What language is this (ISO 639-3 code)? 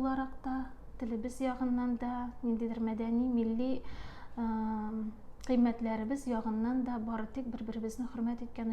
tat